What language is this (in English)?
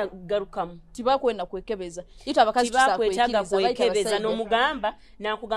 Nyoro